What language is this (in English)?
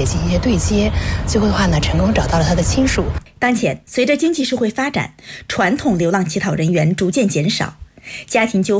Chinese